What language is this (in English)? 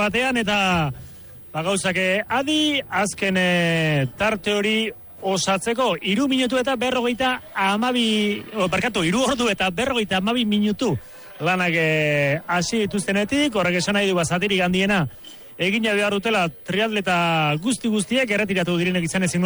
Basque